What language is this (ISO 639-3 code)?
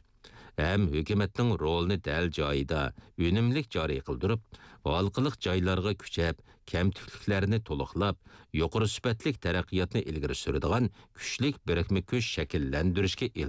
uig